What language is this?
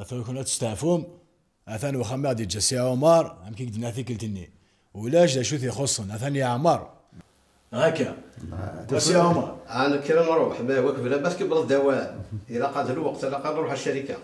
Kabyle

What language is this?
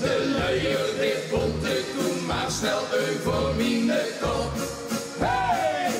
Limburgish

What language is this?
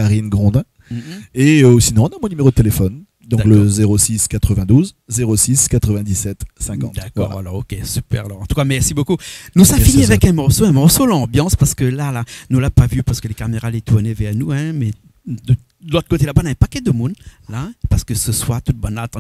Réunion Creole French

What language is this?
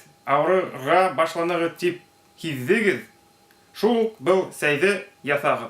Bashkir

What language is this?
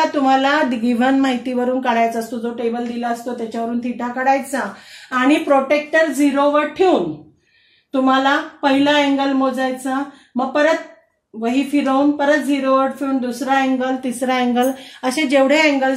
Marathi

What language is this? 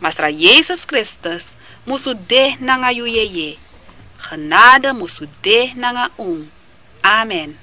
Sranan Tongo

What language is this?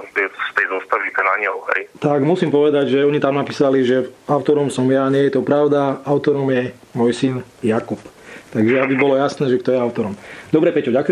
Slovak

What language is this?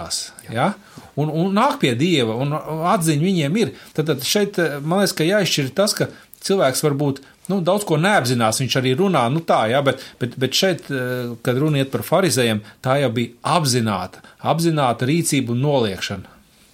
Latvian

